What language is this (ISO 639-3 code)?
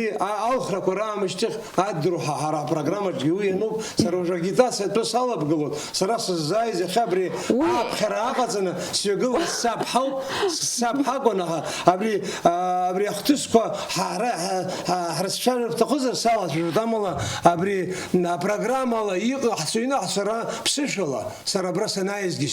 abk